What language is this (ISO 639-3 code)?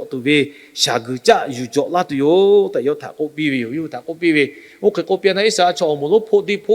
lhu